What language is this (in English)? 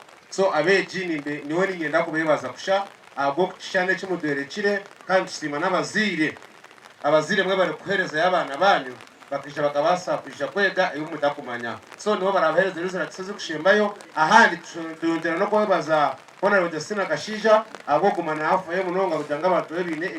Nyankole